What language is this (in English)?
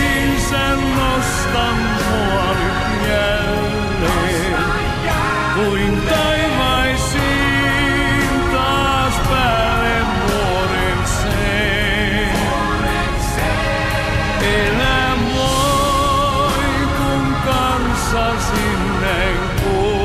Finnish